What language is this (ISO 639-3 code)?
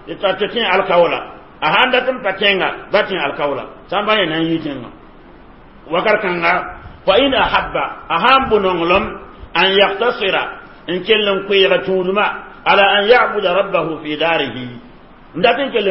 mos